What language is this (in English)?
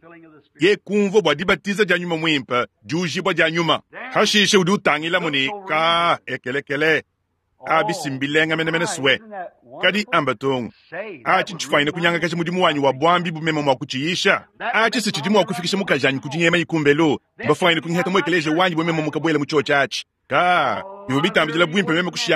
Luba-Lulua